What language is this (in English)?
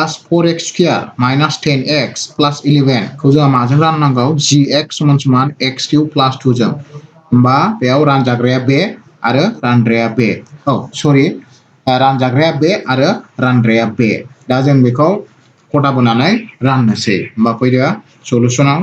Bodo